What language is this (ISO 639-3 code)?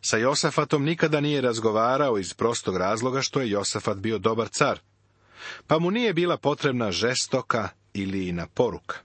srp